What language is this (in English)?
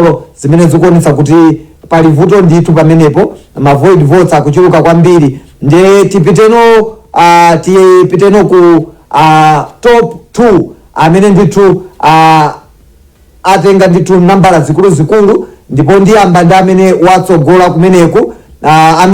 Nyanja